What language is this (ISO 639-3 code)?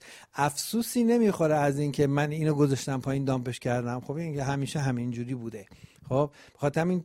fas